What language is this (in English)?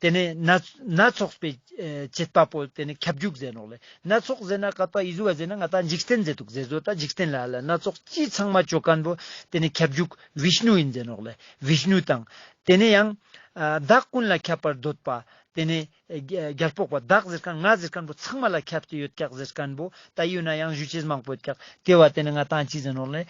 Ladakhi